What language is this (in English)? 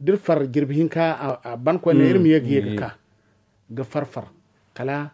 Zarma